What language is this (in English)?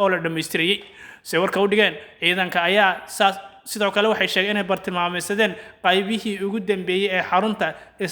Somali